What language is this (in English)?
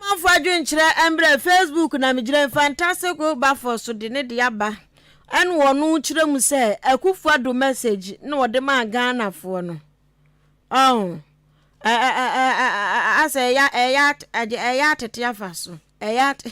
Akan